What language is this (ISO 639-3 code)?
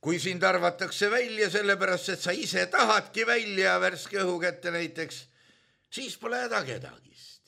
est